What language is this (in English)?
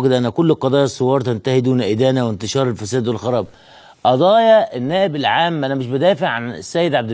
Egyptian Arabic